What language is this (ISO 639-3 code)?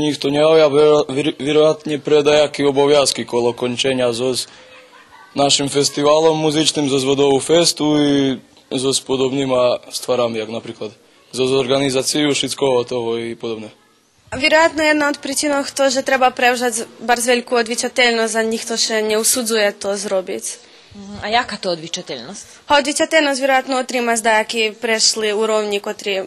rue